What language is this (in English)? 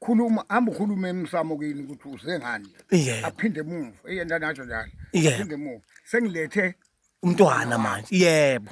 Zulu